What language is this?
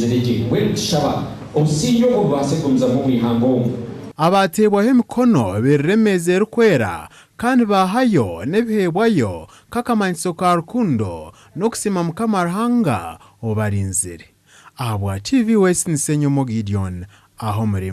Nyankole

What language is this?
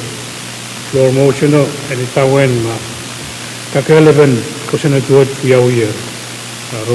Pohnpeian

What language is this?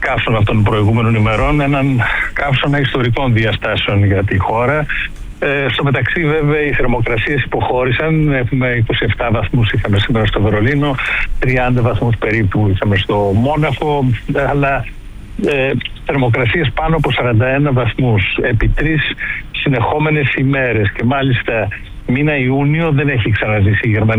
Greek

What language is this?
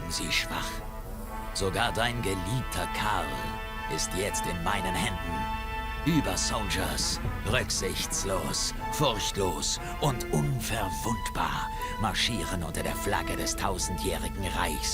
Bavarian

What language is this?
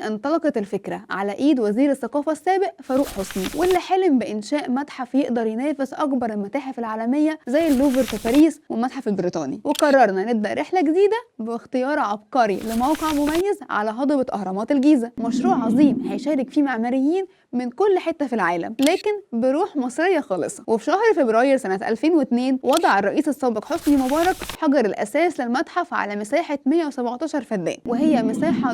Egyptian Arabic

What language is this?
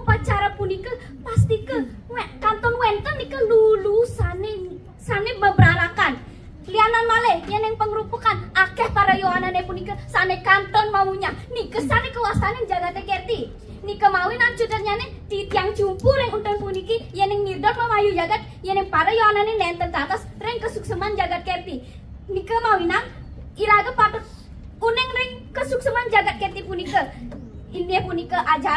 Balinese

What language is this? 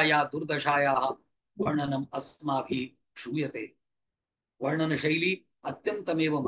Sanskrit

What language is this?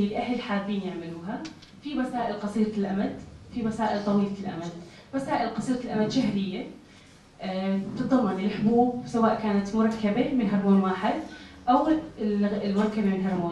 North Levantine Arabic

